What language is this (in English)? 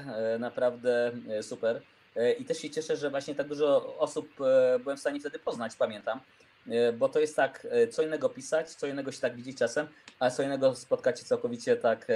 Polish